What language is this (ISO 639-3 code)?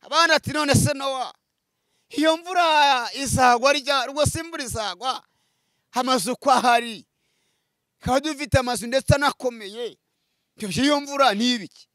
kin